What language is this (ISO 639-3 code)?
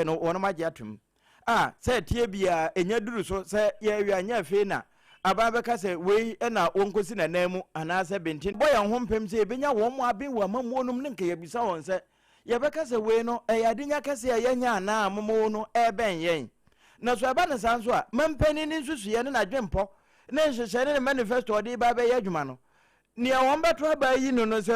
aka